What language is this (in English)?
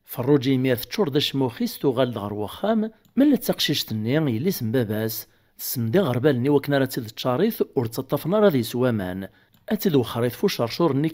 Kabyle